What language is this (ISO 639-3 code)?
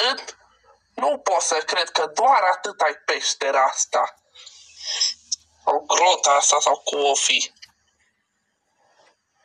ron